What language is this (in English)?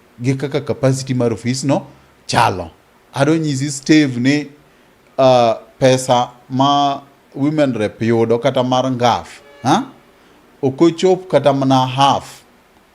Luo (Kenya and Tanzania)